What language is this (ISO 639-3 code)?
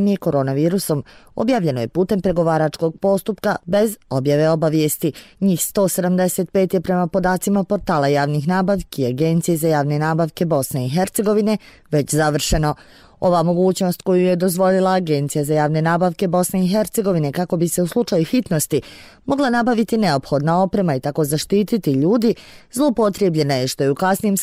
bos